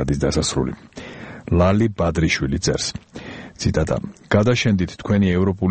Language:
Georgian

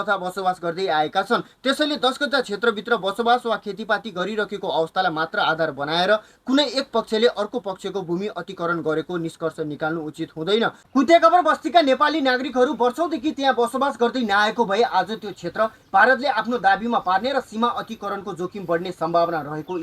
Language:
Nepali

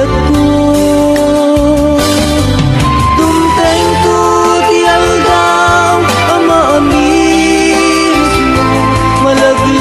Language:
Iloko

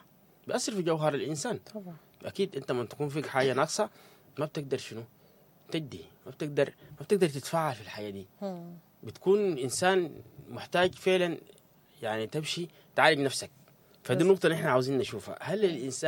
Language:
Sudanese Arabic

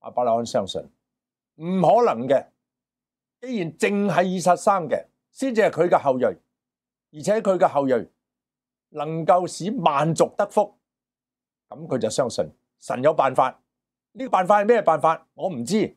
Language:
Cantonese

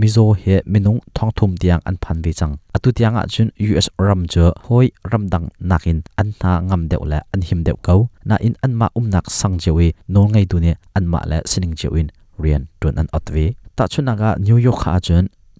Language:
Hakha Chin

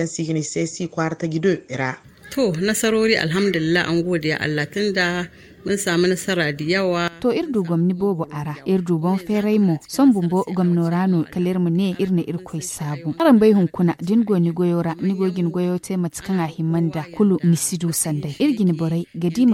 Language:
Zarma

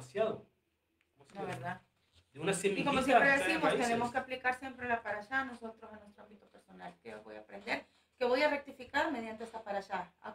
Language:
Spanish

